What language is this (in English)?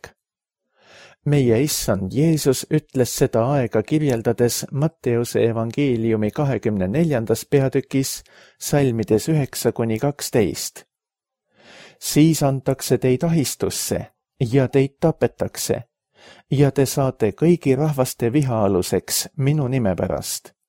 Estonian